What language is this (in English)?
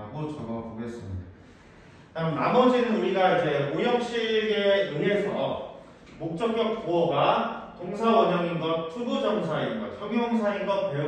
Korean